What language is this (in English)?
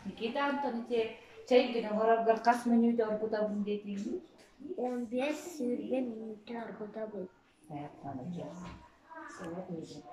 Yakut